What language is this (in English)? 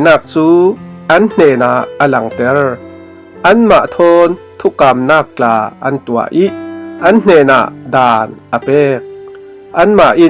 Falam Chin